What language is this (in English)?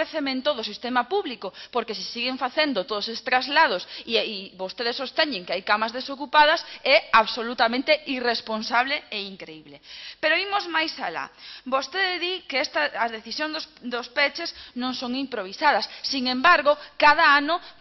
Galician